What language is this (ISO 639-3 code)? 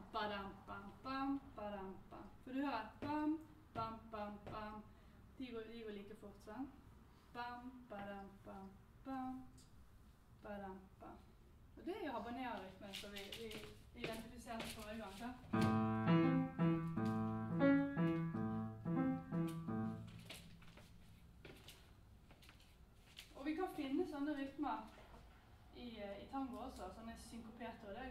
nor